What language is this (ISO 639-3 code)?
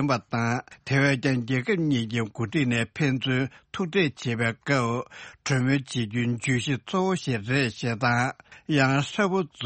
bod